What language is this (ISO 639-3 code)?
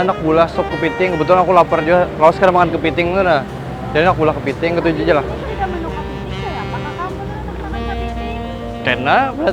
bjn